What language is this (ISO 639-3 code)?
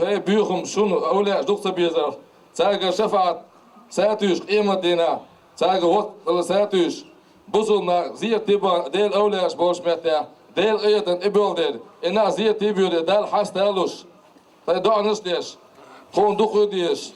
che